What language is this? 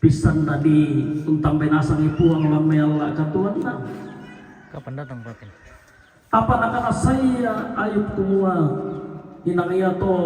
Toraja-Sa'dan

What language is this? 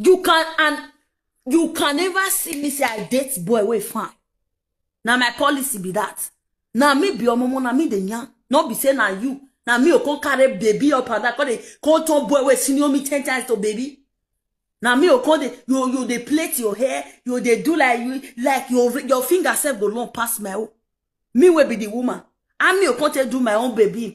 Nigerian Pidgin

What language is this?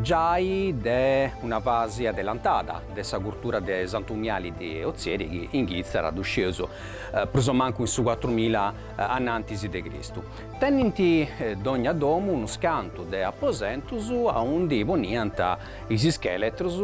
Sardinian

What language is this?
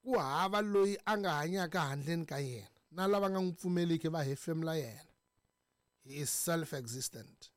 Tsonga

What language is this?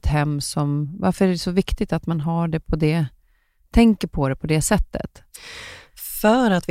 Swedish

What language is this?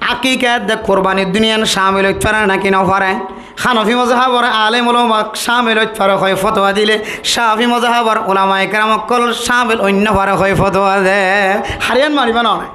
Rohingya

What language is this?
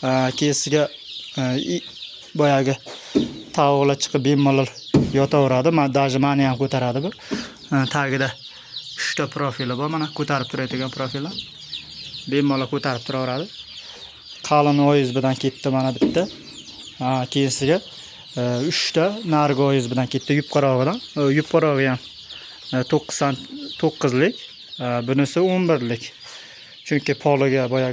Uzbek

